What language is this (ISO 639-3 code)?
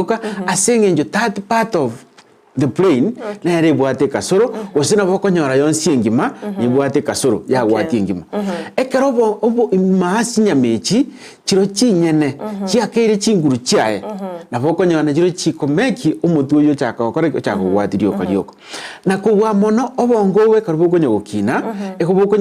guz